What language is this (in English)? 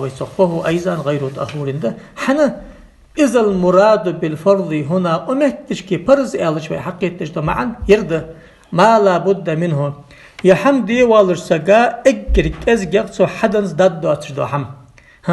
Ingush